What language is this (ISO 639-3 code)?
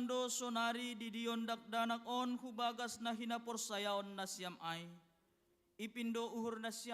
bts